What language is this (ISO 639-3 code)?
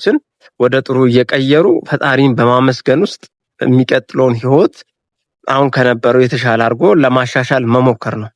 amh